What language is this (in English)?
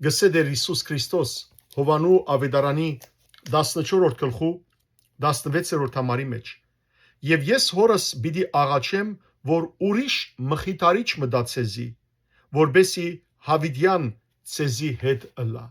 Western Armenian